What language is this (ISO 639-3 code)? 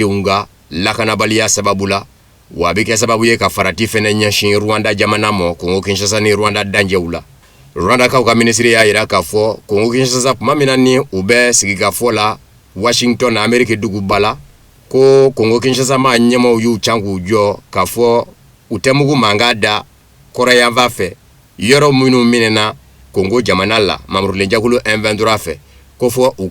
bam